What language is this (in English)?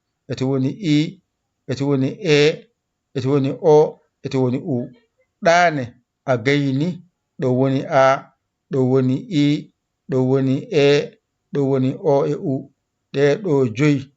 Fula